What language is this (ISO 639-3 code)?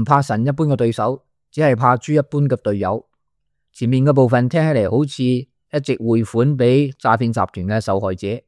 yue